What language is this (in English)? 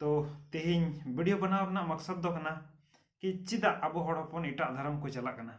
Santali